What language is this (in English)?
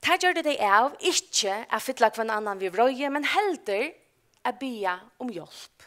Faroese